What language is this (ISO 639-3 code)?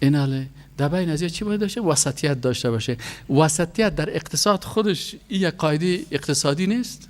fas